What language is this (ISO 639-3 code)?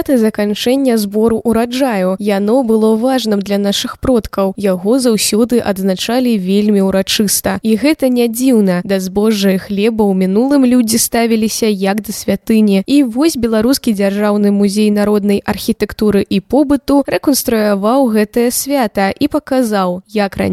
bel